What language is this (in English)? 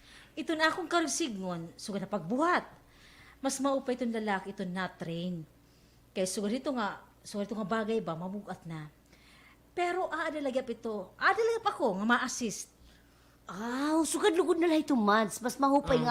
Waray